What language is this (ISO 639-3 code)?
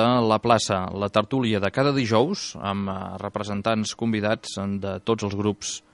cat